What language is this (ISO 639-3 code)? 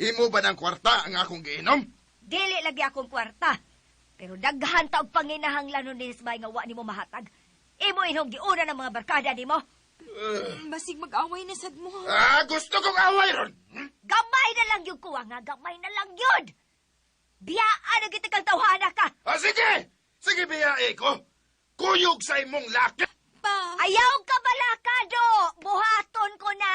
ceb